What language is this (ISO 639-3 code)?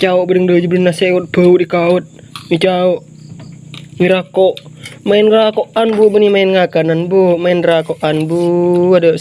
mad